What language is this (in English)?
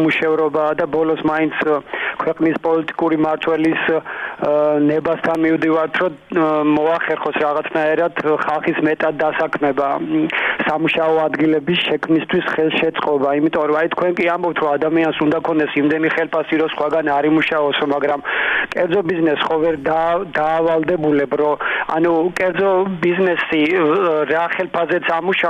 Georgian